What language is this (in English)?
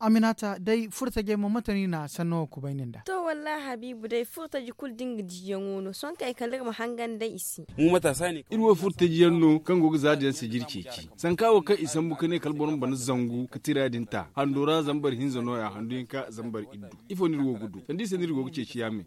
Zarma